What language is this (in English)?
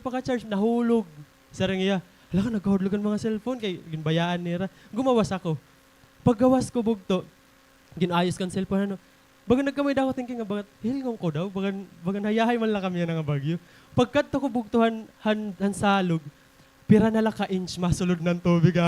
Waray